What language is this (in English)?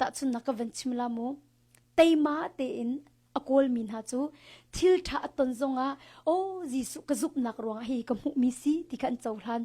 Hakha Chin